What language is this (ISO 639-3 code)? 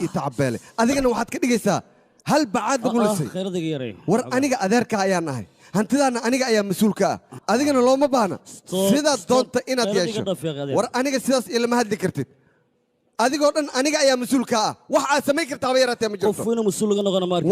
som